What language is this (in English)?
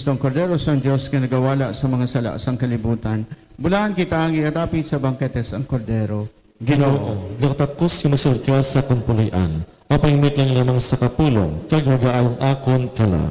Hiligaynon